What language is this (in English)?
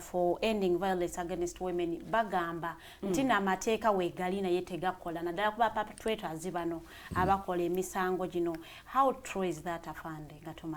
Ganda